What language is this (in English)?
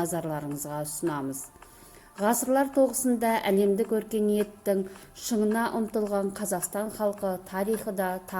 Kazakh